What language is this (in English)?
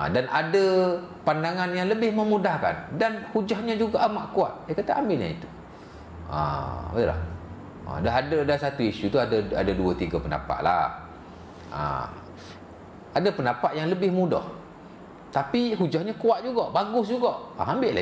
Malay